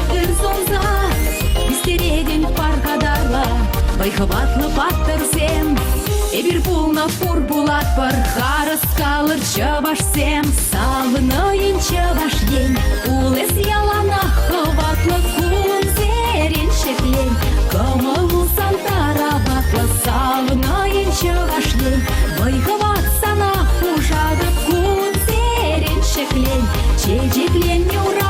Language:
Chuvash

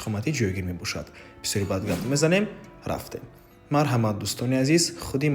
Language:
Tajik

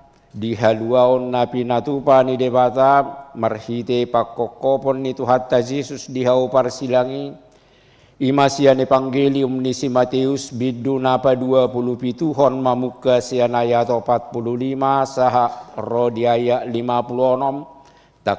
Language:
Batak Toba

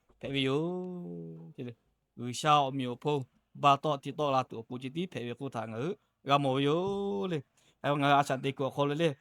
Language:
Lahu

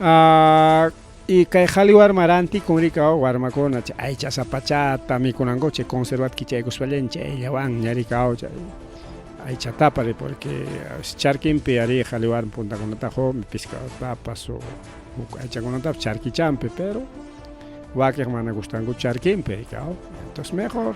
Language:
Ayacucho Quechua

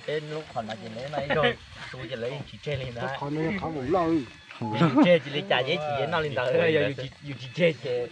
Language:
Hmong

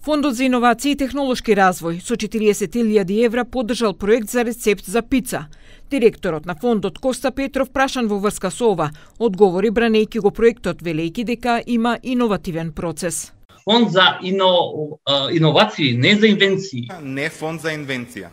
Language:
Macedonian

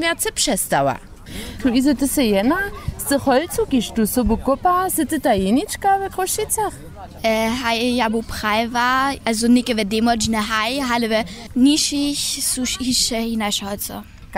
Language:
Upper Sorbian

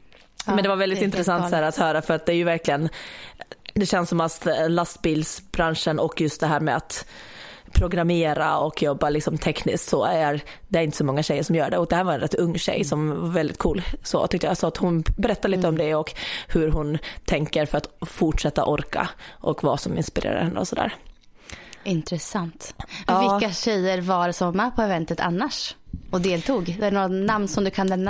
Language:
Swedish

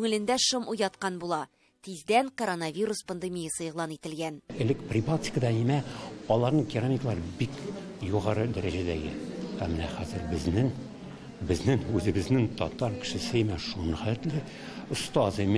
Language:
Tatar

